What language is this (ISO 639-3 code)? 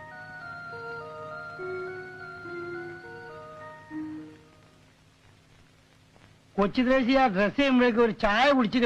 mal